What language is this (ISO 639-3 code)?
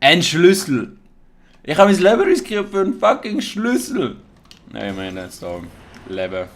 gsw